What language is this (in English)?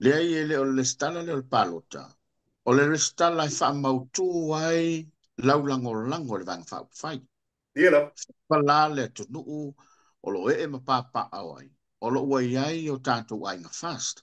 Samoan